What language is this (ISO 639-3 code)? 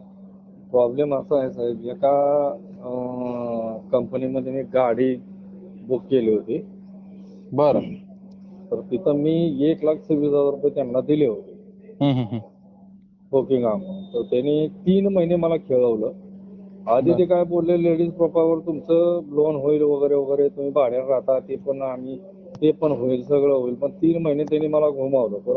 mar